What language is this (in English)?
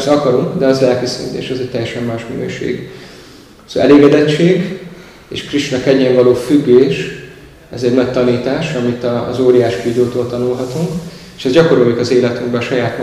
Hungarian